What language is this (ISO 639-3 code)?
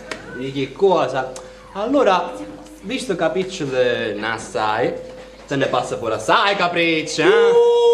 scn